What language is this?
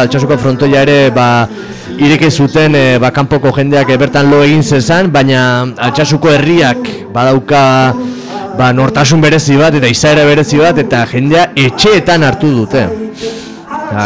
Basque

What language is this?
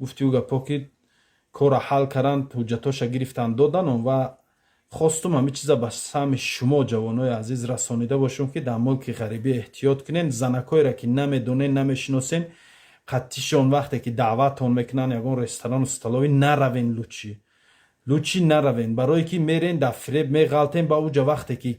Tajik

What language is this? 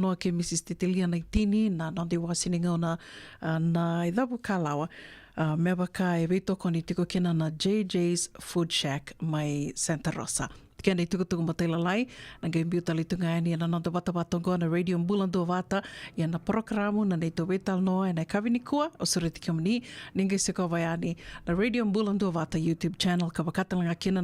Fijian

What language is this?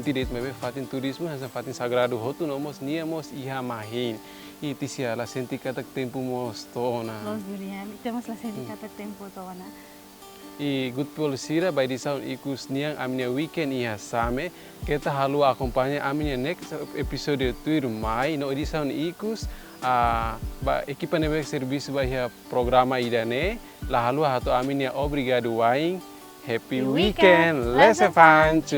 Tetum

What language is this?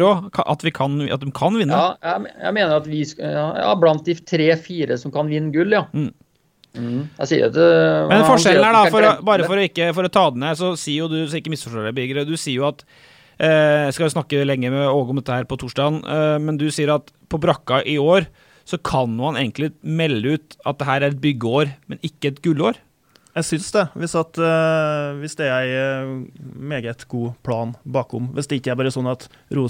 Norwegian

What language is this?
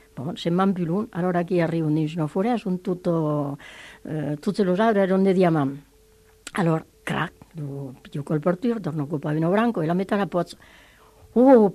Italian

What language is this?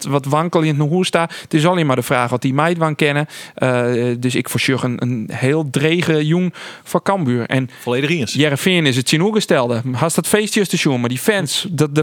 Western Frisian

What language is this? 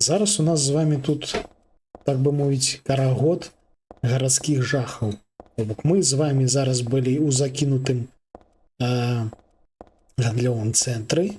Belarusian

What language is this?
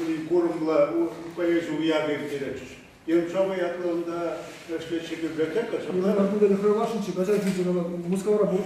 Chuvash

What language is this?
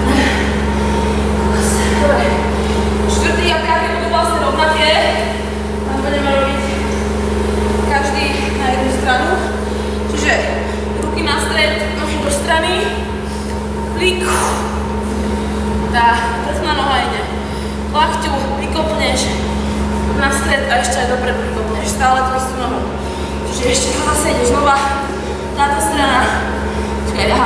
Slovak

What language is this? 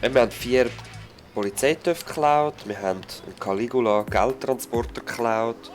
Swiss German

